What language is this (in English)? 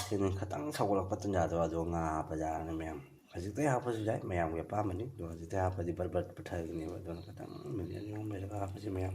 Manipuri